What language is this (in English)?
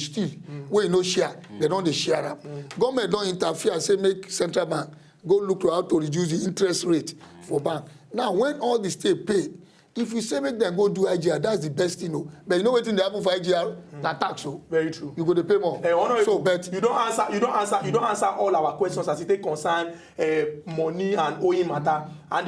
Nigerian Pidgin